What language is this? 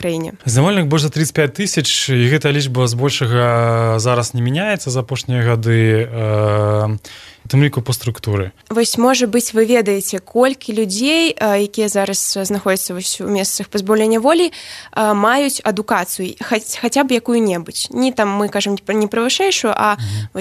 Belarusian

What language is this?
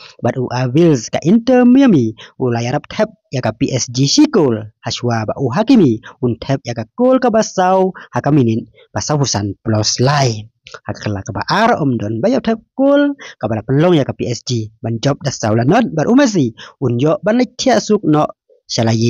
Khasi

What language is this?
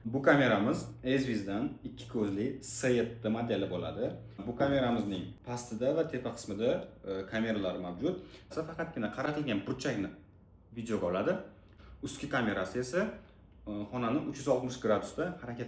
Uzbek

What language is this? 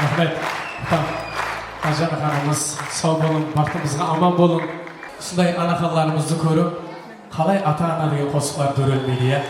Kara-Kalpak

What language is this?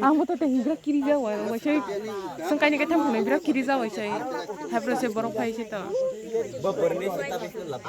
Kok Borok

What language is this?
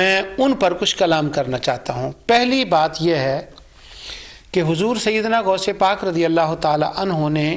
Urdu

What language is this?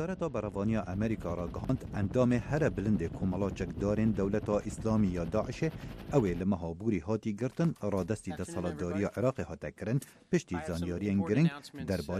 Kurdish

